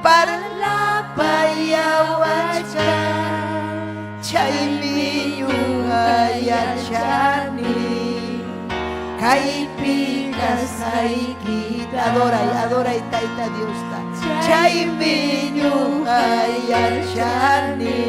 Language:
Ayacucho Quechua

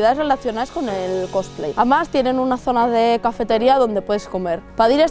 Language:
Asturian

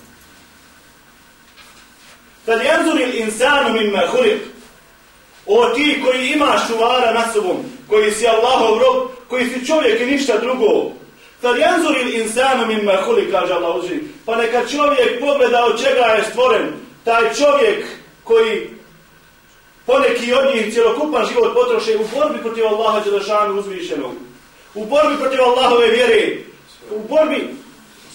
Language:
Bosnian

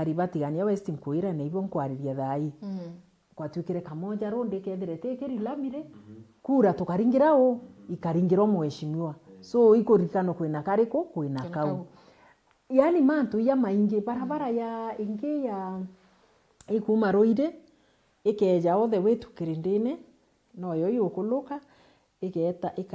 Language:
Meru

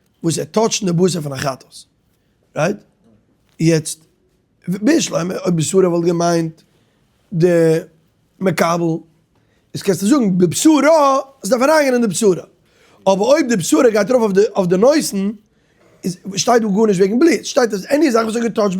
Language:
Yiddish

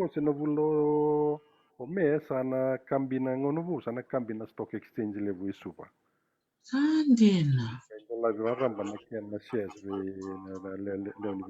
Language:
Fijian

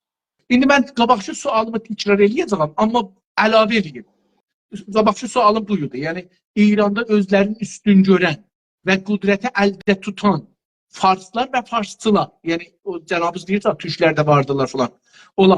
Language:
South Azerbaijani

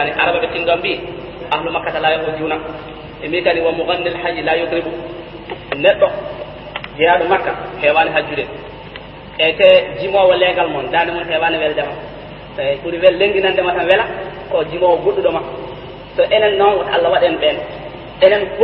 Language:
Fula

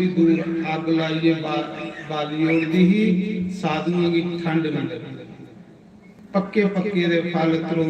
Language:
Dogri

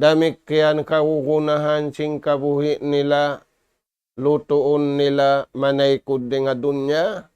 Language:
Tausug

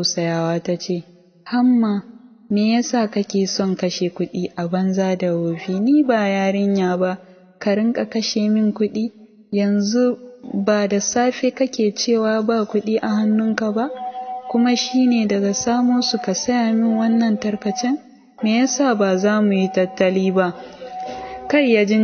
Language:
Hausa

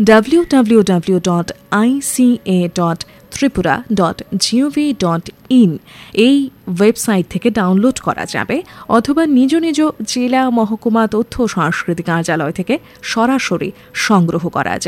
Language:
Bangla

